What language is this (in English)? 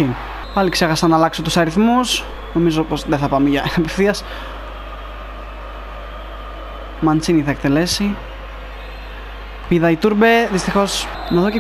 Greek